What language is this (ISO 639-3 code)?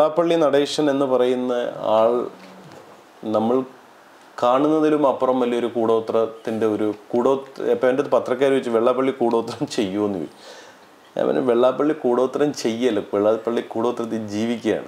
mal